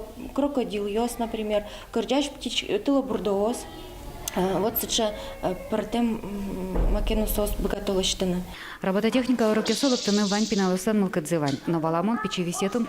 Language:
Udmurt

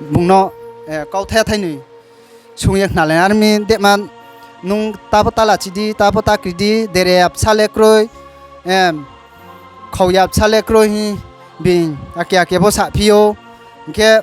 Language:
Riang (India)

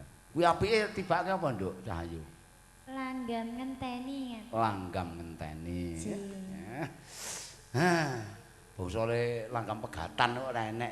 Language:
Javanese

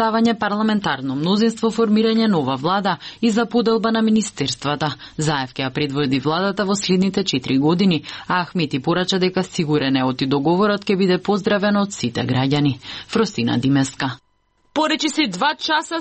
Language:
Macedonian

